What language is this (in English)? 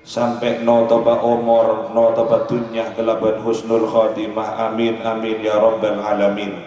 Madurese